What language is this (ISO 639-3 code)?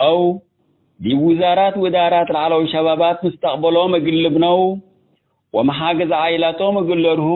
tig